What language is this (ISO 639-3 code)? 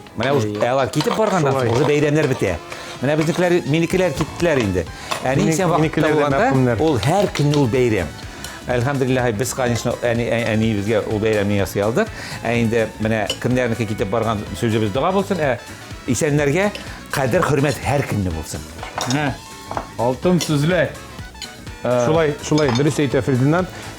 tat